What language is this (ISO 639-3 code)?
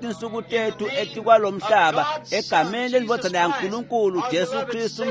ssw